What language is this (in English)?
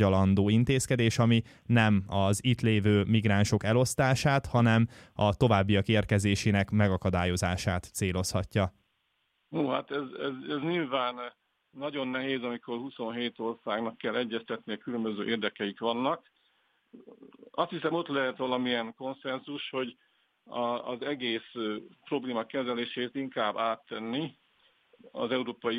Hungarian